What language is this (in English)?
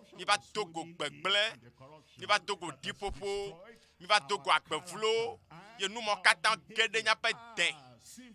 Ewe